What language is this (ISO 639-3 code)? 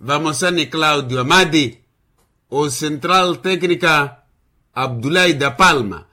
vmw